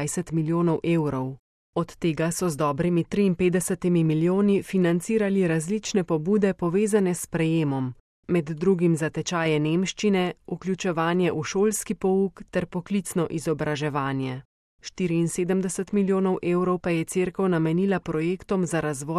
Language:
Slovenian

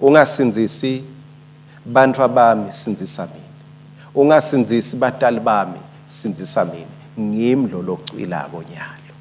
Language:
Swati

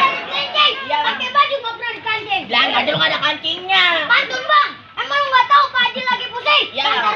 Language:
Betawi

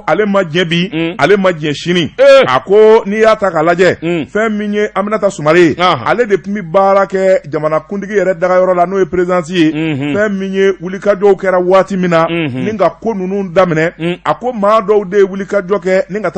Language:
Bambara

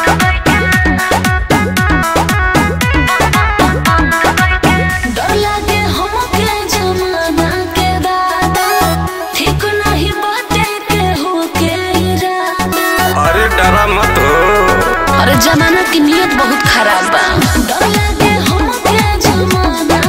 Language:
Bhojpuri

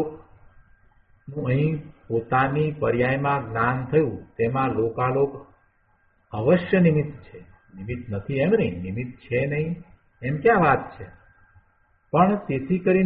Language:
Gujarati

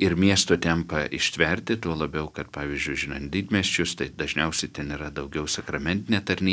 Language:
Lithuanian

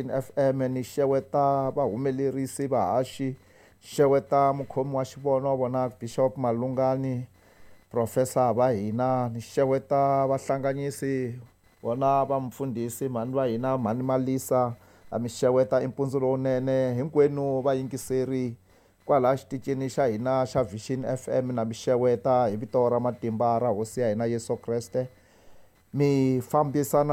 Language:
Tsonga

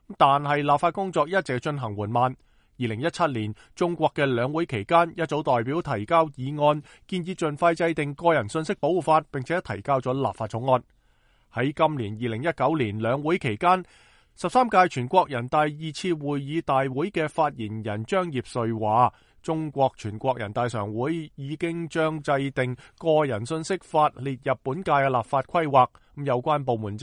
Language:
Cantonese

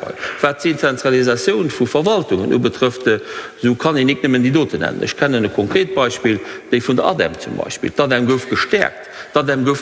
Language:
Luxembourgish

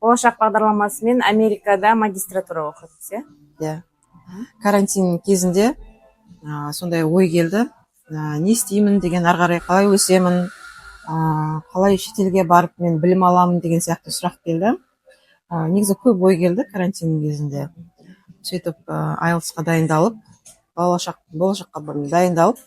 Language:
Kazakh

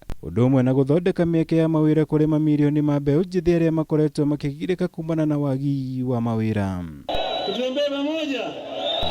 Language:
Kikuyu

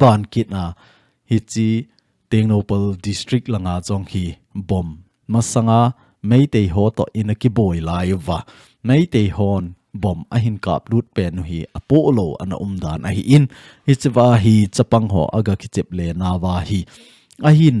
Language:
Thado Chin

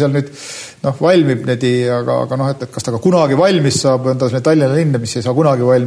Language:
Estonian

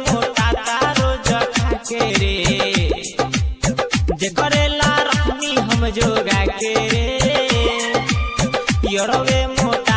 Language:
Bhojpuri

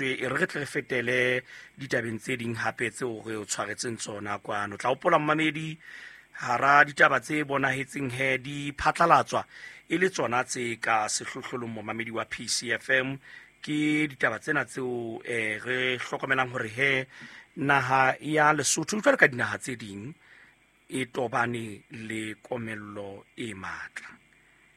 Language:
Southern Sotho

